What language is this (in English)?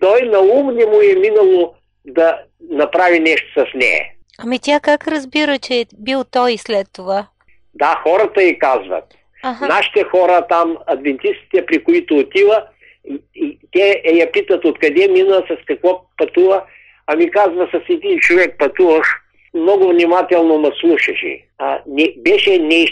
Bulgarian